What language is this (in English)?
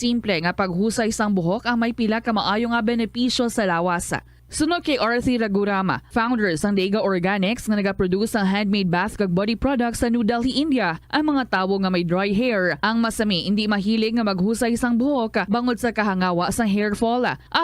Hiligaynon